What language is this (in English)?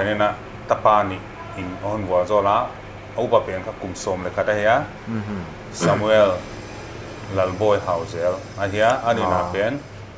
Paite Chin